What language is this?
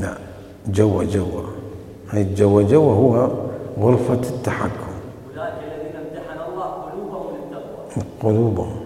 Mesopotamian Arabic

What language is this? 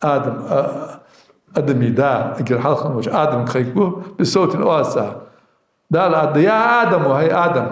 Ingush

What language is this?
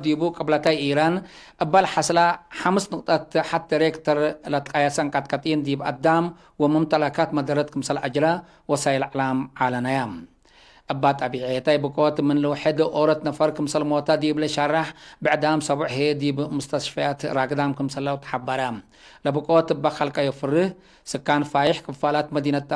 Tigre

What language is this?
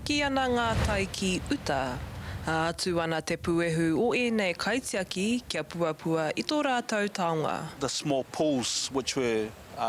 Māori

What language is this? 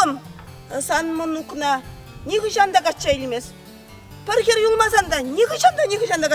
Chuvash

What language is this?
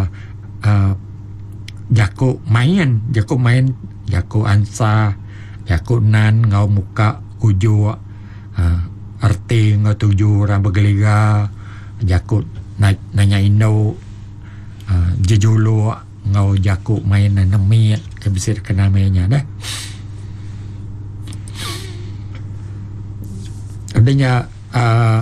Iban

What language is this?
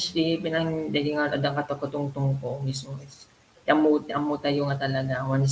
Iloko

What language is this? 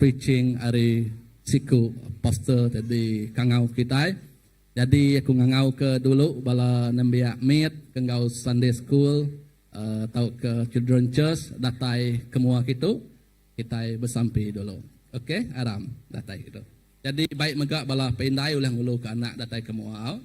Iban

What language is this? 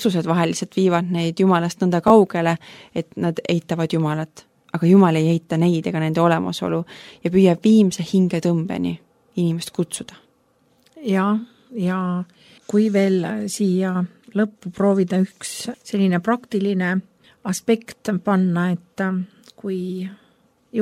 Estonian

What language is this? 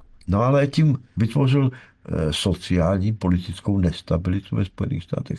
Czech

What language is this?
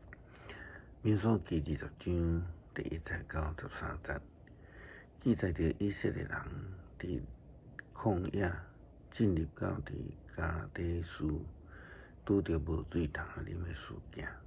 Min Nan Chinese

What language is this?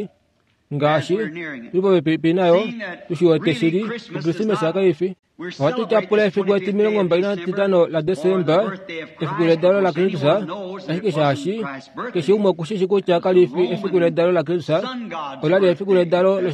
Kuanyama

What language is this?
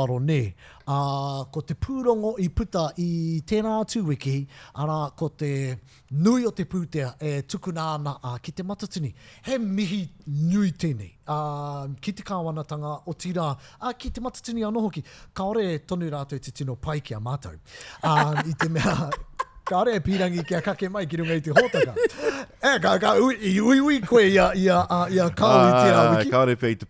Māori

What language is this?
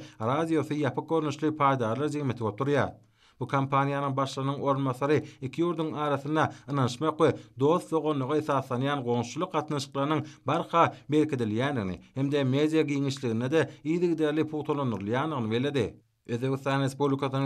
Turkmen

